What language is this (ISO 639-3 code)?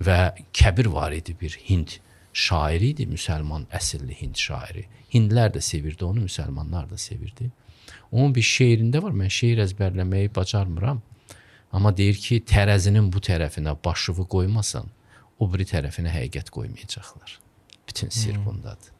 aze